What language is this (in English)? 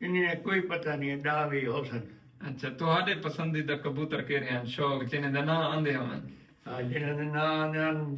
Saraiki